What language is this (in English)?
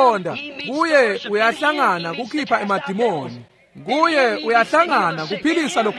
Swati